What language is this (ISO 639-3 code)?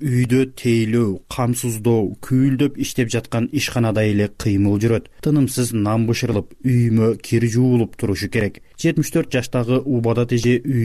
kir